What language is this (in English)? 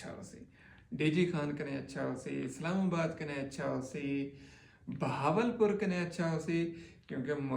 Saraiki